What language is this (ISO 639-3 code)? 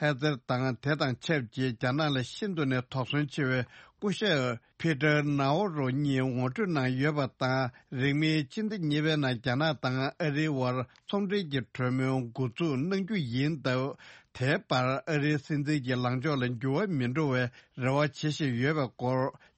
bod